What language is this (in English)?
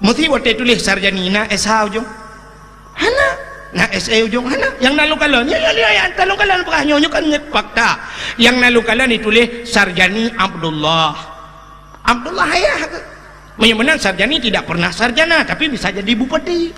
Achinese